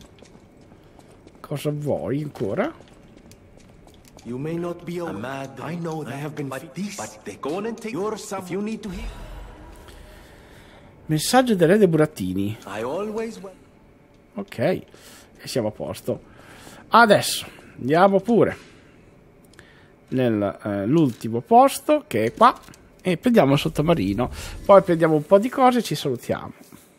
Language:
Italian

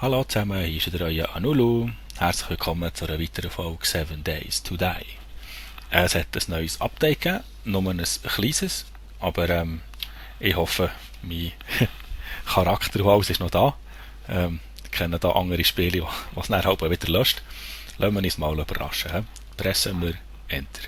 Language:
Swiss German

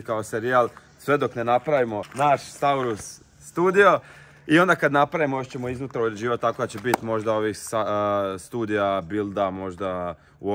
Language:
Croatian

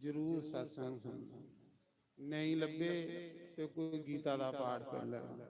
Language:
Dogri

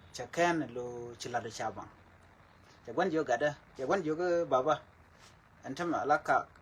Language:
Nuer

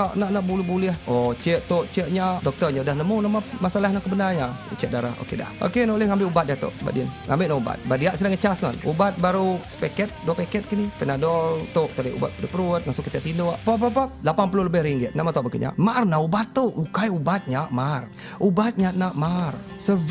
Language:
Iban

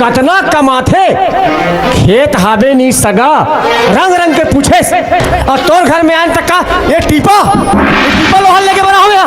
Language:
Chhattisgarhi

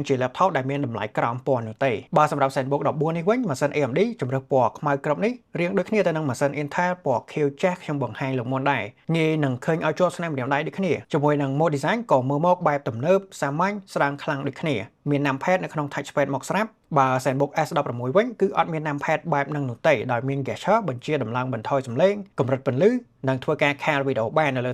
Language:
Khmer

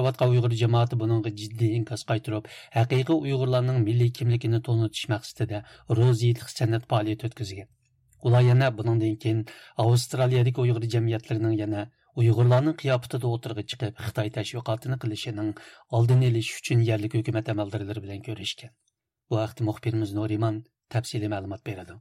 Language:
Uyghur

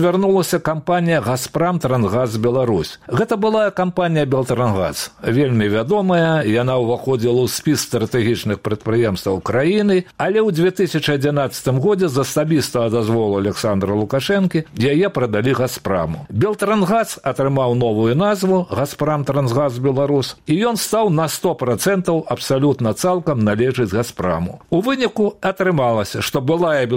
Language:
Belarusian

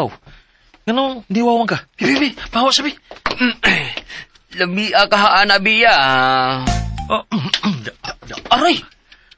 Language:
Cebuano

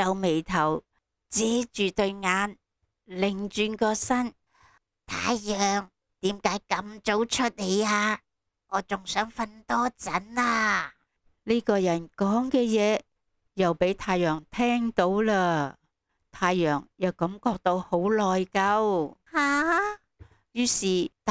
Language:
Cantonese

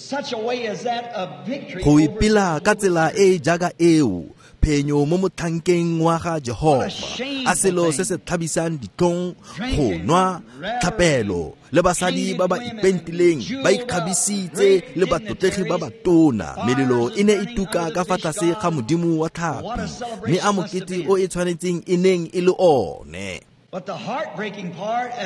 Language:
Tswana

